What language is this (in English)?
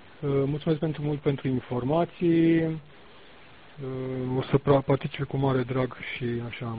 Romanian